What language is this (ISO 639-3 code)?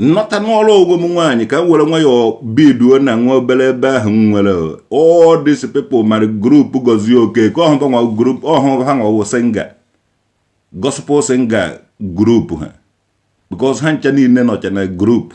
ibo